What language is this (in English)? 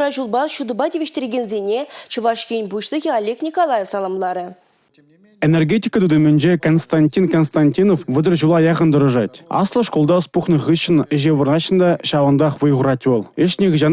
Chuvash